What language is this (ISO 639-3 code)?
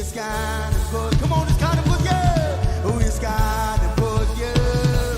mah